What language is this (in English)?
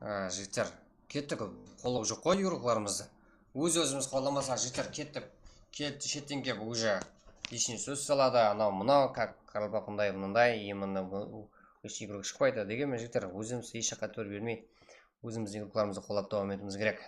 Kara-Kalpak